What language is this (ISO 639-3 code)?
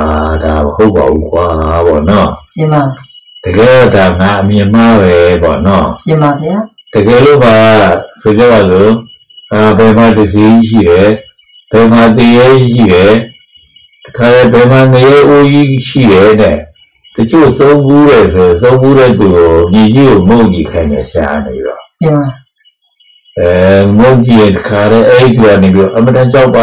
mya